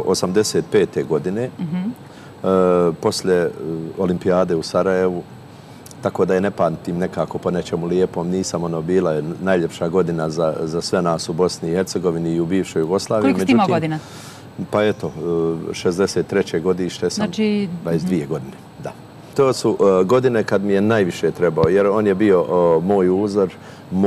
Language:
Bosnian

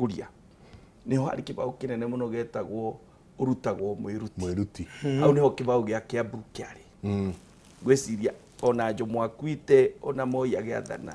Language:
Kikuyu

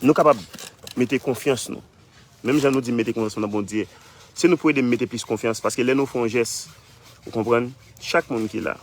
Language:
Haitian Creole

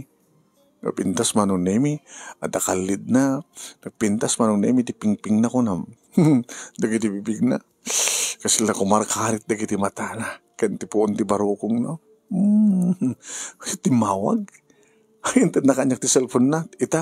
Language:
Iloko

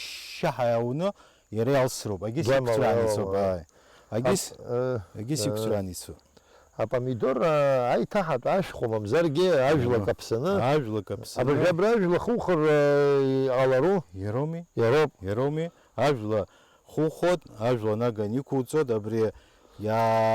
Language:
Abkhazian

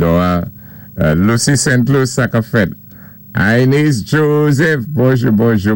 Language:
Saint Lucian Creole French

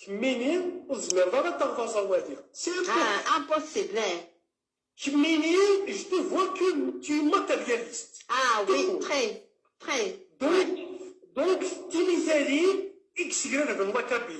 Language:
Kabyle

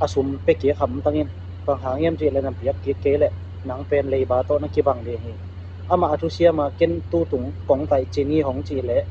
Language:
Tedim Chin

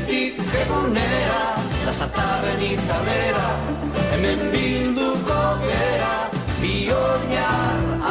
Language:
Basque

